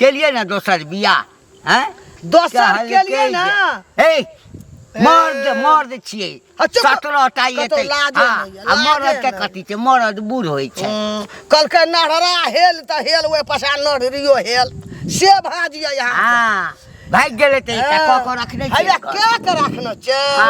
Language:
Maithili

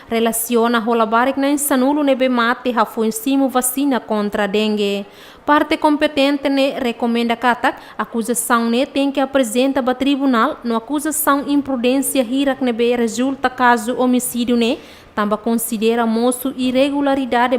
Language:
Tetum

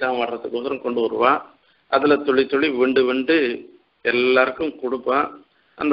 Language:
Tamil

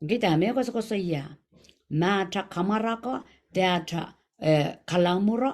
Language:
Pohnpeian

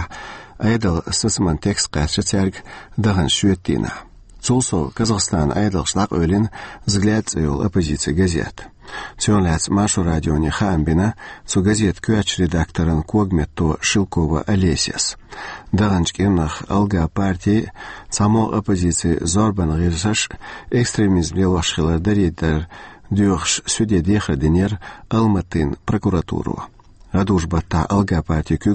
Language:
Chechen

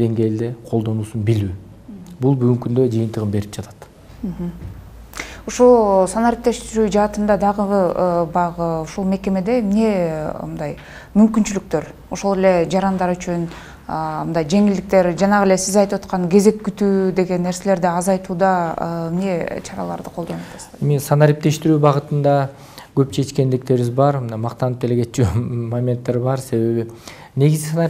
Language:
Kyrgyz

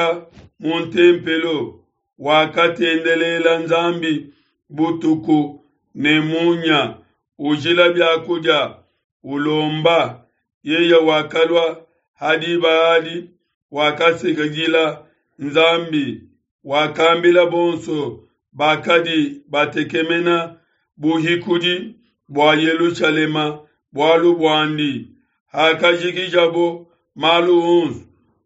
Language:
Luba-Lulua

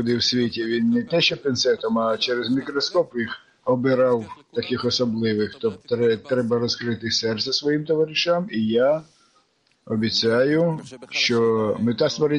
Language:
Ukrainian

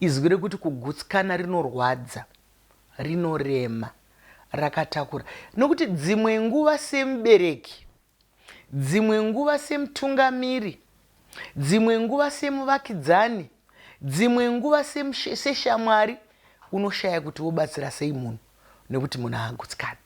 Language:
Shona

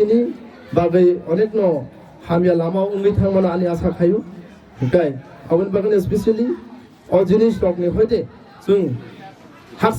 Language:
Kok Borok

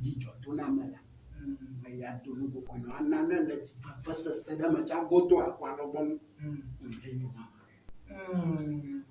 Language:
Ewe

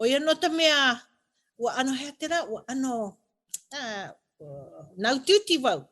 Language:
Hawaiian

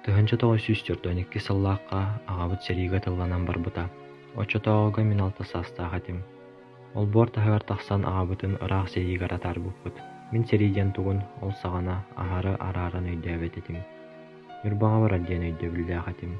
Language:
Yakut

